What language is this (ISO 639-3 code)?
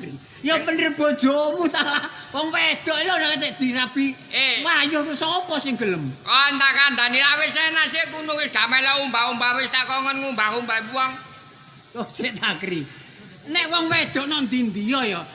jav